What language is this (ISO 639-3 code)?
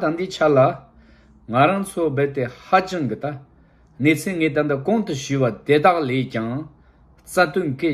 bod